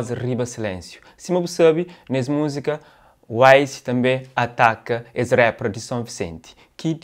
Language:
Kabuverdianu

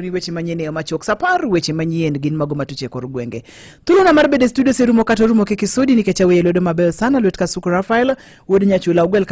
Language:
Luo (Kenya and Tanzania)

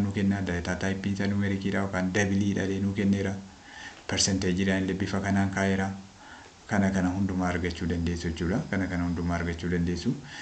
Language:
Oromo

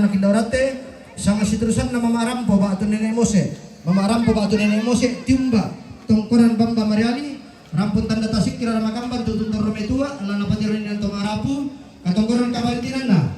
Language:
Toraja-Sa'dan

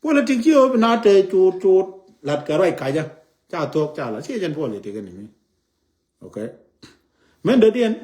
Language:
Nuer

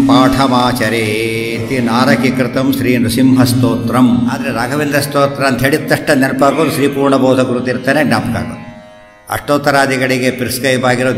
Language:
Kannada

